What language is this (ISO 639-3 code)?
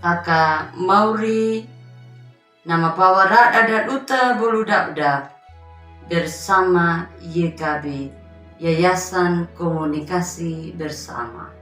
akg